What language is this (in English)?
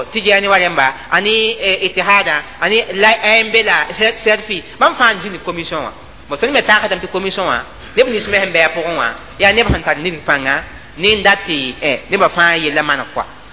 Mossi